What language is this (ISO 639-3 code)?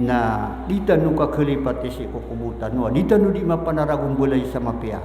mrw